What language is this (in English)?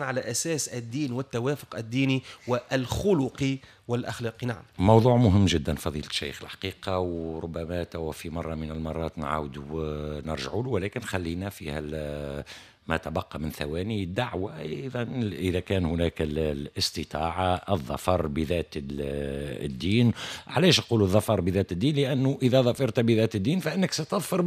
Tunisian Arabic